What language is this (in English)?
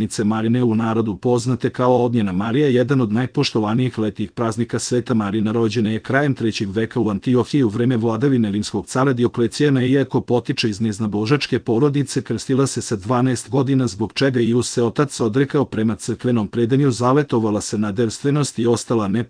Serbian